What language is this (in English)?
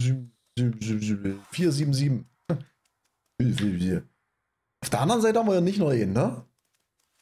German